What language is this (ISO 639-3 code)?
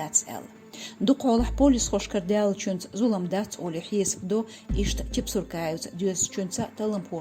che